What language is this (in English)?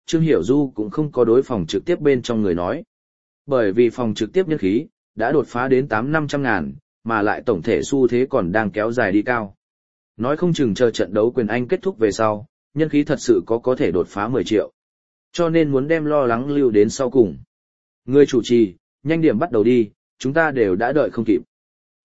Vietnamese